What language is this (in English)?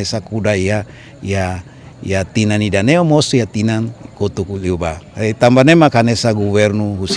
Tetum